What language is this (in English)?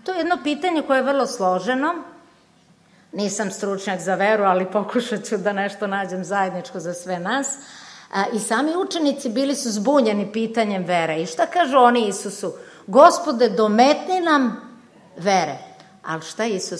Serbian